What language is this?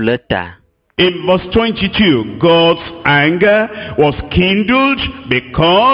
Ewe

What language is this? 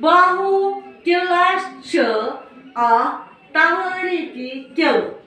Kashmiri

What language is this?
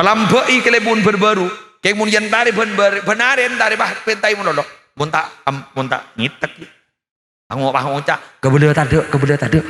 Madurese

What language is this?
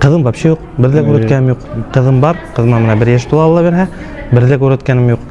Bashkir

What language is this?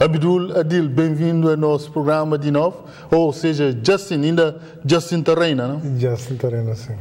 Kabuverdianu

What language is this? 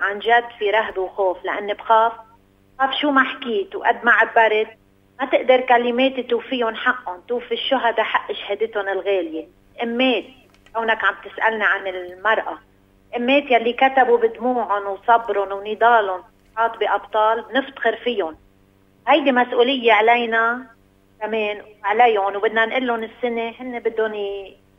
North Levantine Arabic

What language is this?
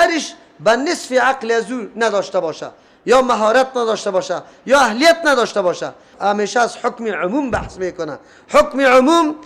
Persian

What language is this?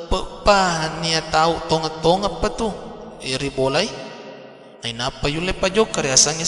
Buginese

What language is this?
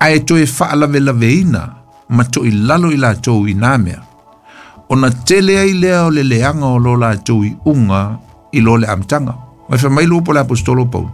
Samoan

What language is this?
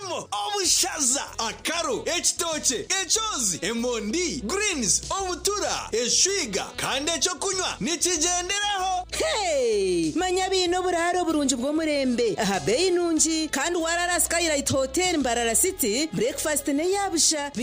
Nyankole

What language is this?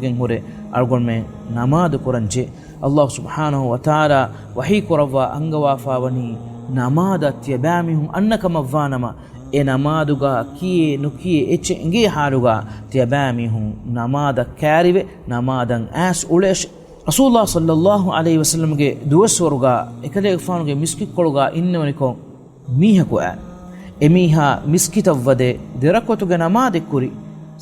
Divehi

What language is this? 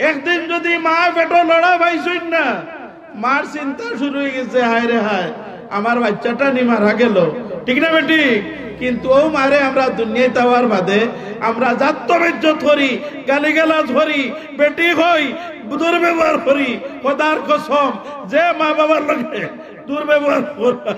Sylheti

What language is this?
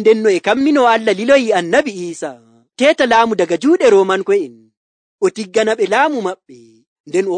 Nigerian Fulfulde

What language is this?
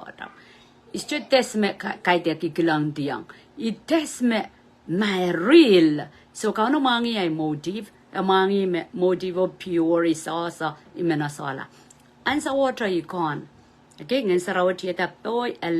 Pohnpeian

